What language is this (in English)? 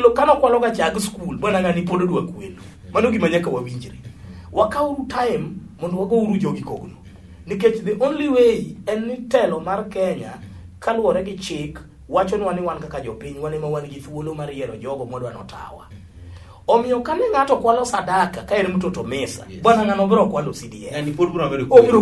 Luo (Kenya and Tanzania)